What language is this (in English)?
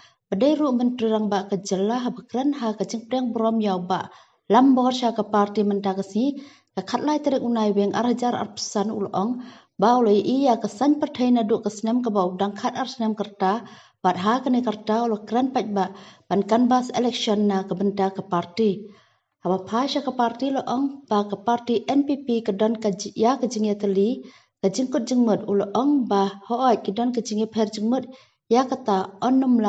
Khasi